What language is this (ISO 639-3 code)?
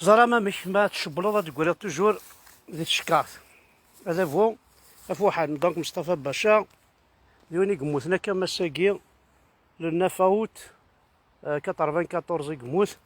kab